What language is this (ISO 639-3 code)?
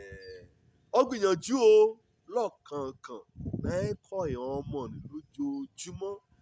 yor